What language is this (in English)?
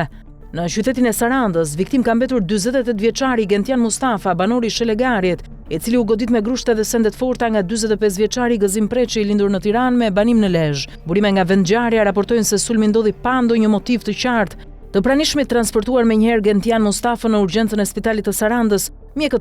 Albanian